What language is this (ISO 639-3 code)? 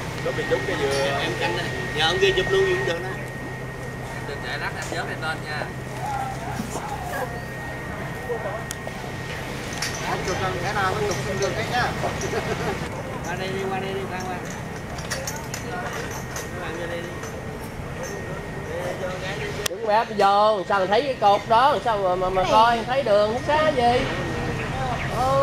vie